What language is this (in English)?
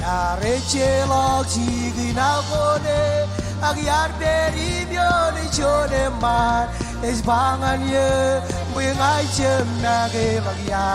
Marshallese